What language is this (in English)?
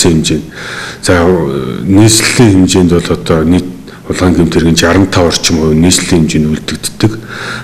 Mongolian